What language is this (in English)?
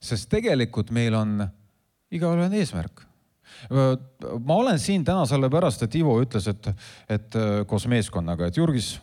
Estonian